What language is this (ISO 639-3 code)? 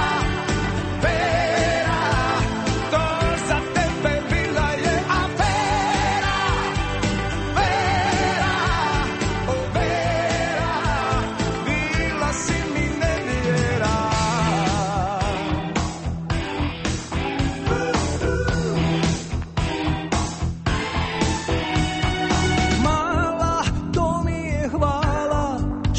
hrv